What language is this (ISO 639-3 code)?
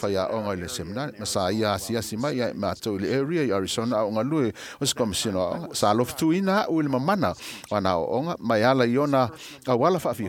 smo